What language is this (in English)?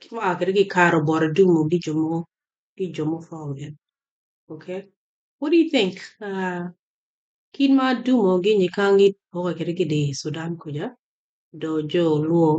Acoli